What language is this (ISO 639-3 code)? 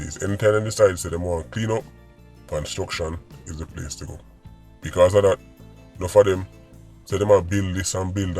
jam